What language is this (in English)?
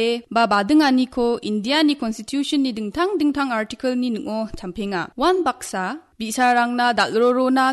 Garo